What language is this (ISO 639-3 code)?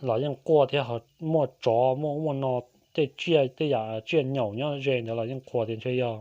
hmn